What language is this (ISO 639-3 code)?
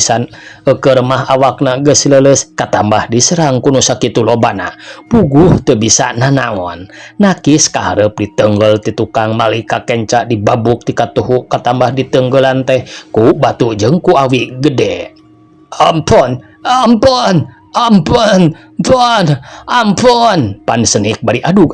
sun